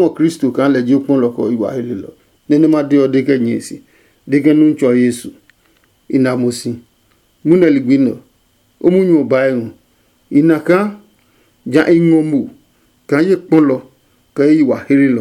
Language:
Adangme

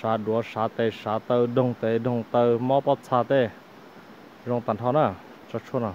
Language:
Hmong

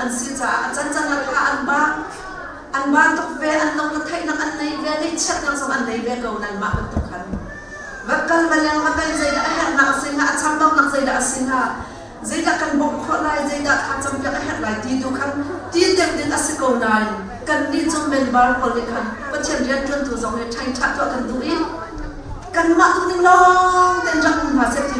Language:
Hakha Chin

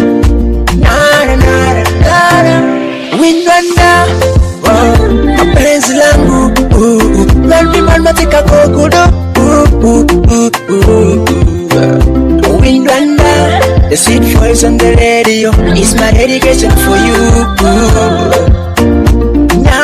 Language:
Swahili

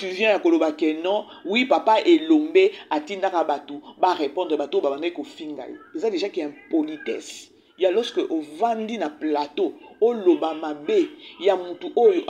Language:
Lingala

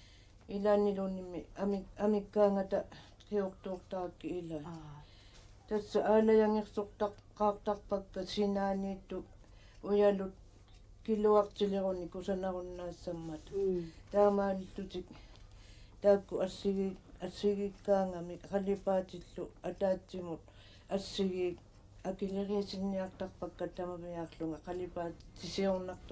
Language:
Kalaallisut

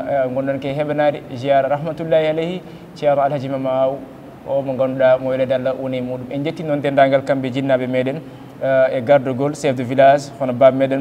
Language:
Fula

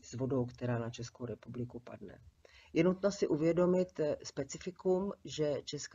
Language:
Czech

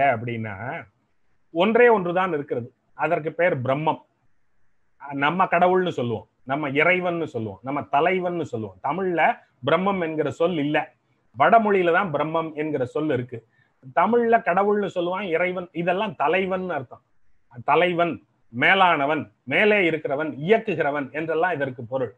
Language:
Tamil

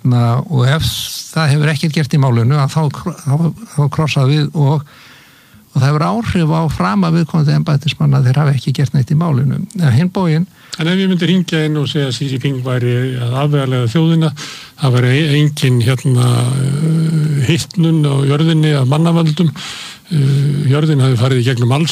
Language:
Icelandic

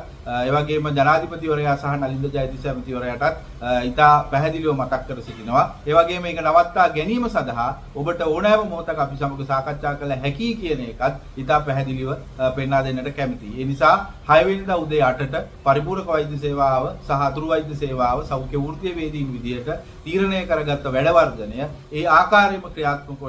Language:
Sinhala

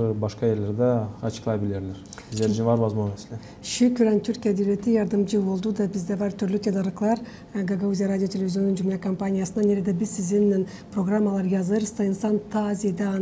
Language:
Gagauz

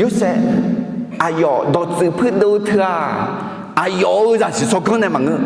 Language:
Akha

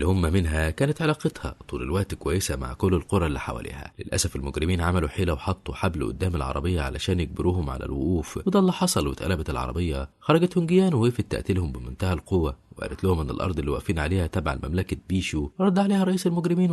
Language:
Egyptian Arabic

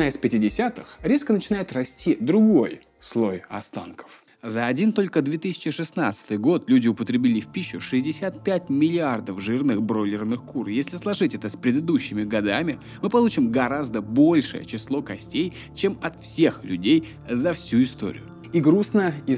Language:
Russian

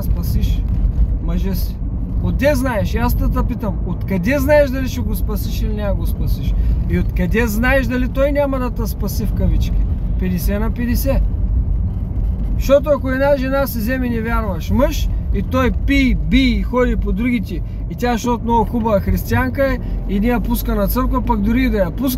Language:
Bulgarian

